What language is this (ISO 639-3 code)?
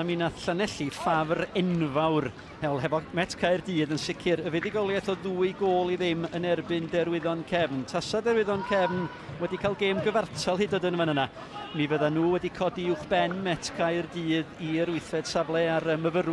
cym